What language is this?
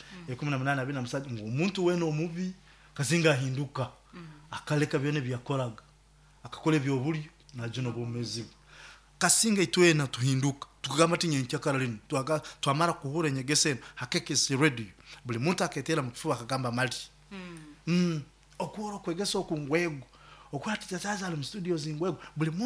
Nyoro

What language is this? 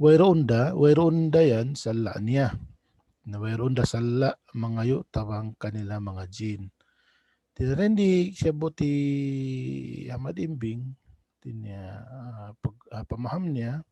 Tausug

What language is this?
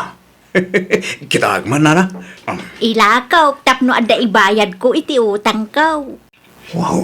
Iloko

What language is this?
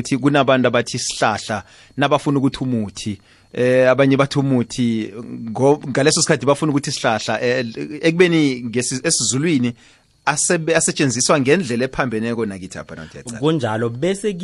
South Ndebele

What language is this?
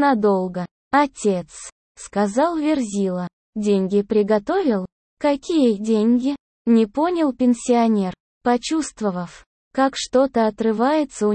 Russian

